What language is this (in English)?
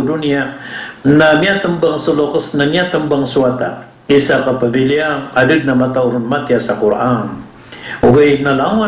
Maranao